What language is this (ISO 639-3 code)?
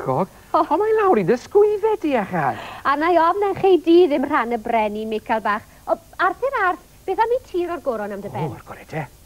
cym